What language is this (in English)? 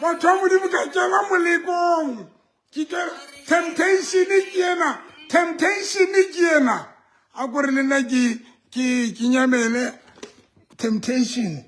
Southern Sotho